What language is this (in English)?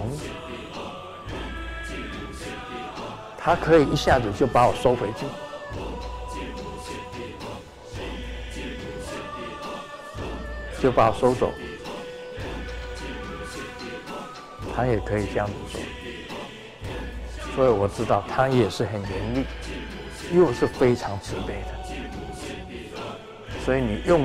Chinese